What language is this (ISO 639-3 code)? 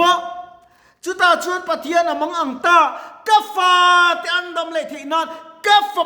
lus